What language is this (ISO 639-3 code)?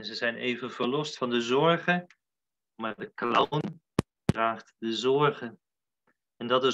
nld